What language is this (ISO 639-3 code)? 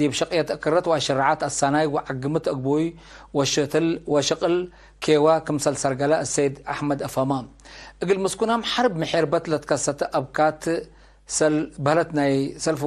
tig